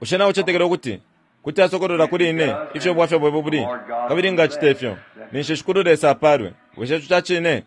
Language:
Bemba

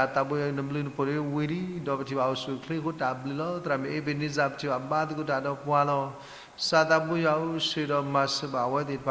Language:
S'gaw Karen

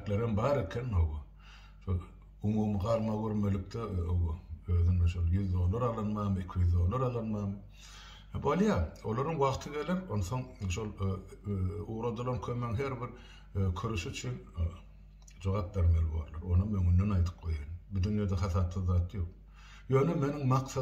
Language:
Turkmen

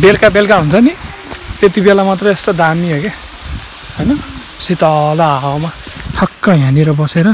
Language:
Nepali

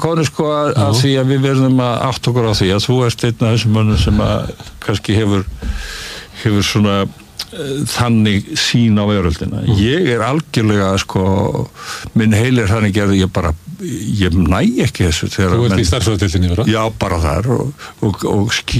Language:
Icelandic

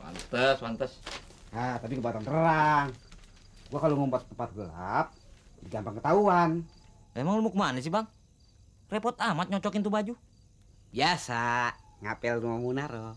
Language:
Betawi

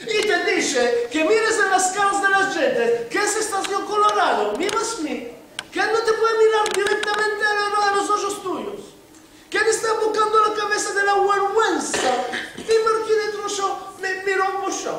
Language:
Ladino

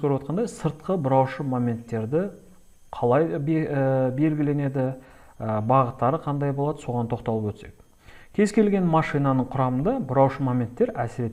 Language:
Kazakh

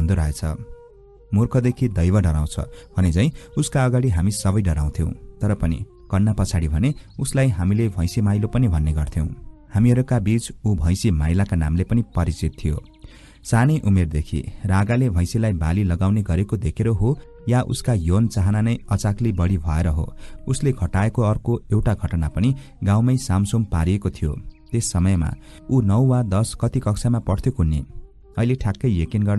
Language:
Nepali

